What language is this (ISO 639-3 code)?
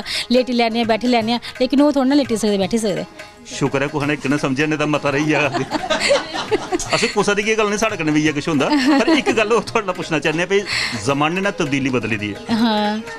doi